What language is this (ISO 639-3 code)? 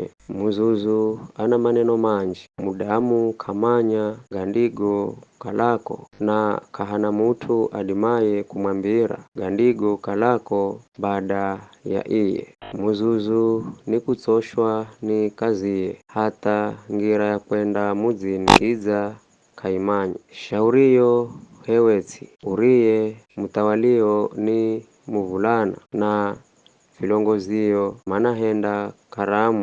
nyf